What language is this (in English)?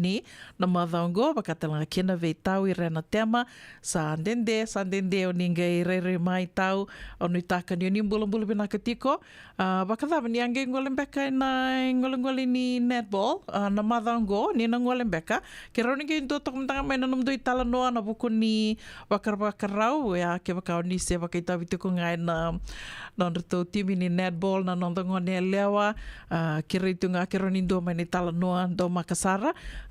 Fijian